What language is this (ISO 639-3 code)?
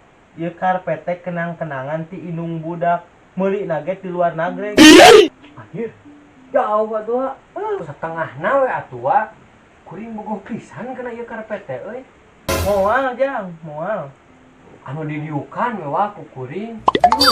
sun